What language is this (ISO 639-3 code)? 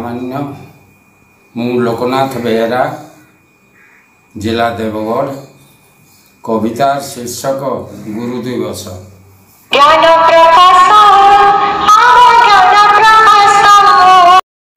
ori